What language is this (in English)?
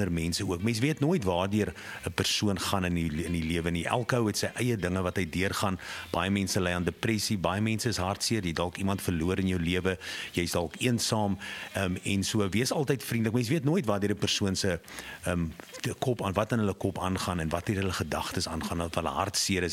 Afrikaans